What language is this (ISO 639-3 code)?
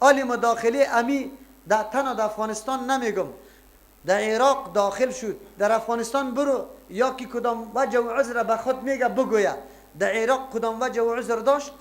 fas